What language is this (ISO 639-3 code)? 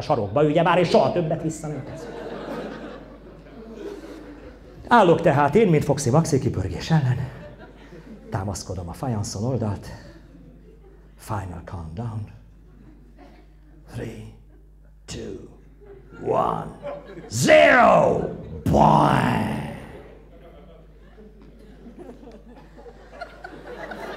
hun